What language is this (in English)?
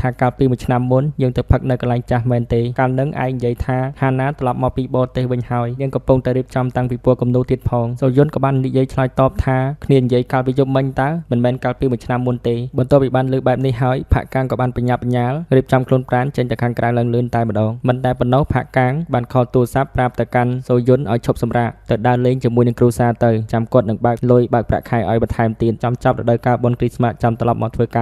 Khmer